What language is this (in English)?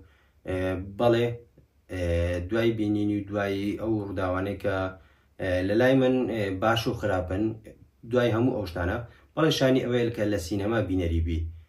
Central Kurdish